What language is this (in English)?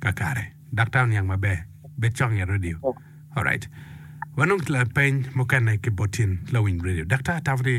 Acoli